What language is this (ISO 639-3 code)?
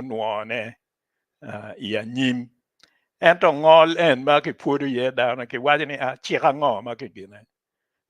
ach